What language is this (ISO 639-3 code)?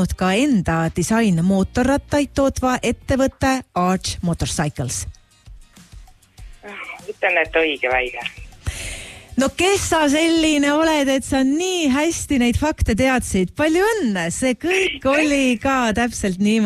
est